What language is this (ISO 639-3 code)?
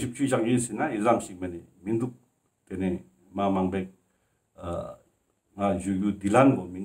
lbj